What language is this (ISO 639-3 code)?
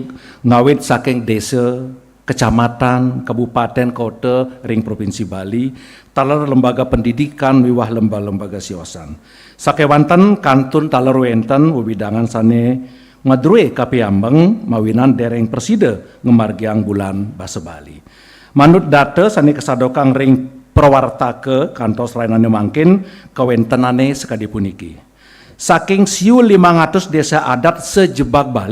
ban